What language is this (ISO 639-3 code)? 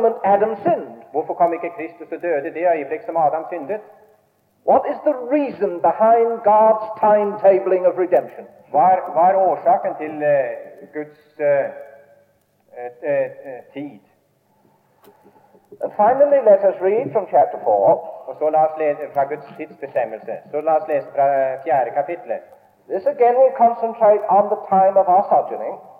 nor